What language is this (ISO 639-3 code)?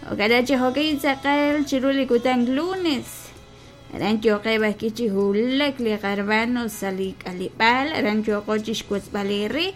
kek